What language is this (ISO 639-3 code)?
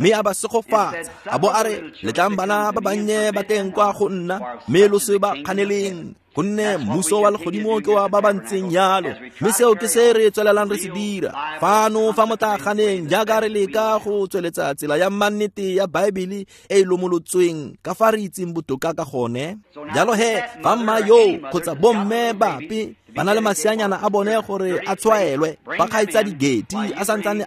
tsn